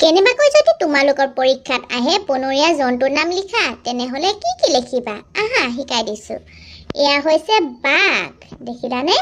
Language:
Assamese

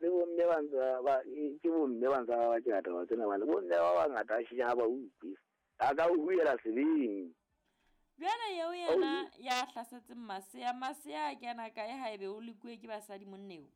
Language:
Southern Sotho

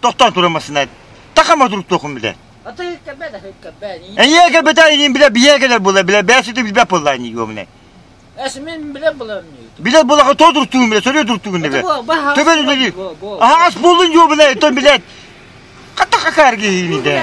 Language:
Yakut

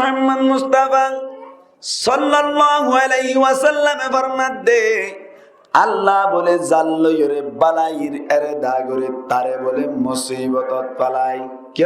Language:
Rohingya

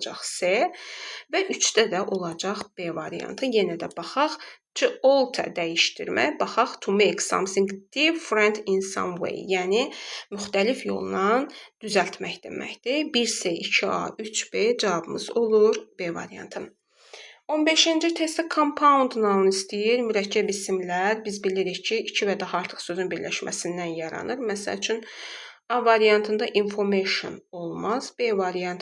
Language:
Azerbaijani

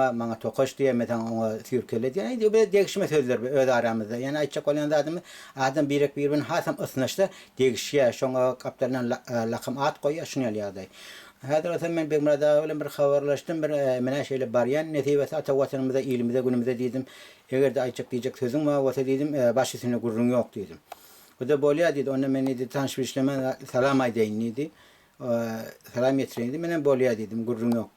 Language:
Turkmen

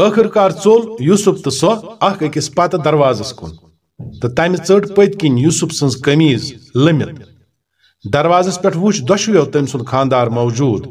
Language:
Kashmiri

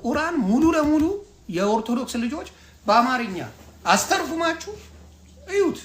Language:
Amharic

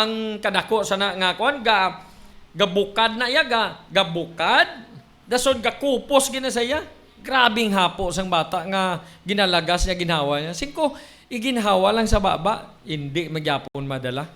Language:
Hiligaynon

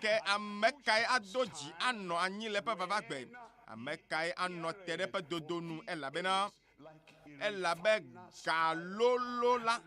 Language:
Ewe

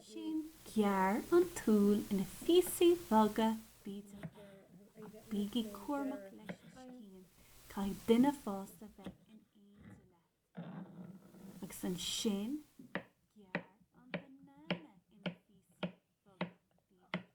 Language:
Irish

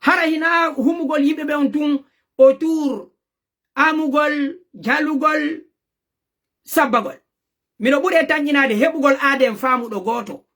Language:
Fula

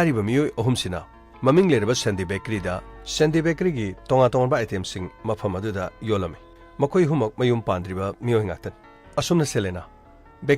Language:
Manipuri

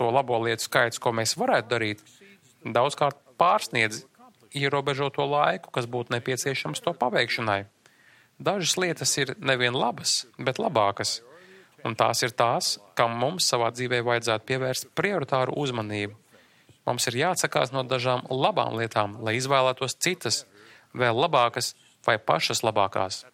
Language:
Latvian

